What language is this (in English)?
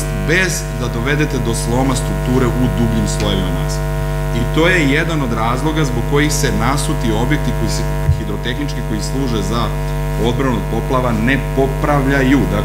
Serbian